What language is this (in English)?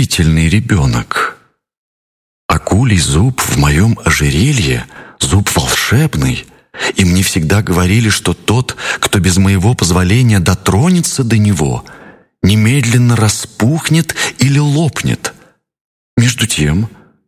Russian